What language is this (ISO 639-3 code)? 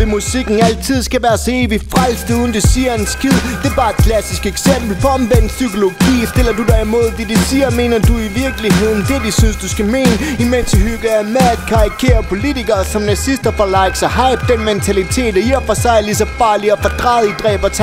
dan